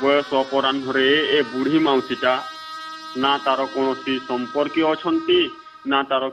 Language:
Odia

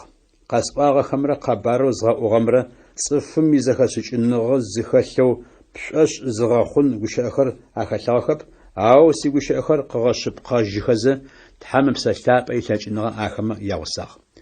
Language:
Adyghe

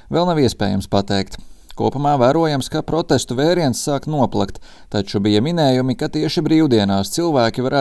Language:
Latvian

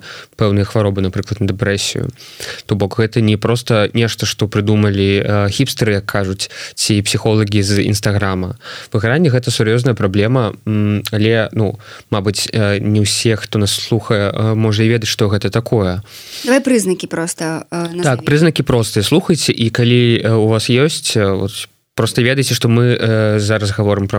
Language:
Belarusian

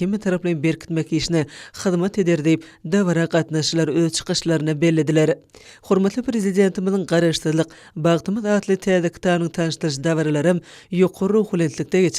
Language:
Turkmen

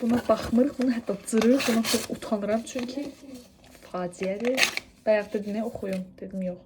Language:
Azerbaijani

